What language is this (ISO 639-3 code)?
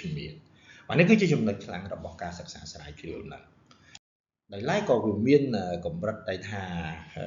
khm